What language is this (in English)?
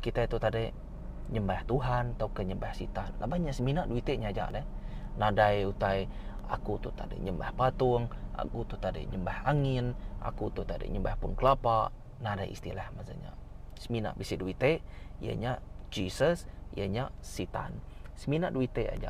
Iban